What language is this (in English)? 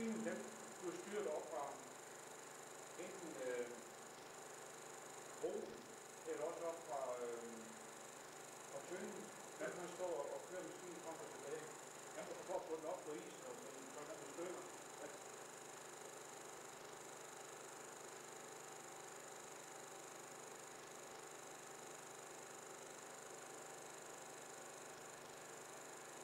Danish